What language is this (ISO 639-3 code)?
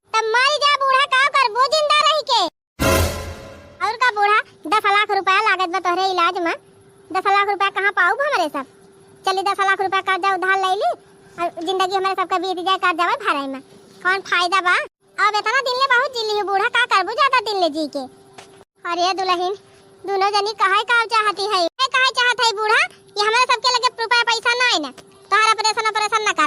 awa